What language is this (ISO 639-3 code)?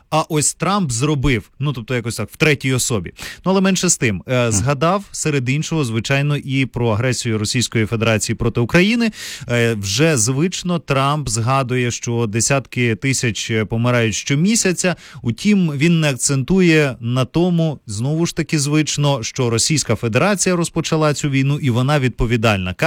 ukr